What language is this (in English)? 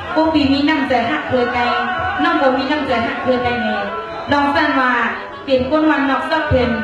Shan